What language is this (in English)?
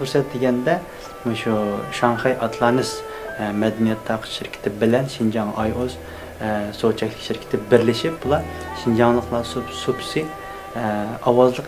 Uyghur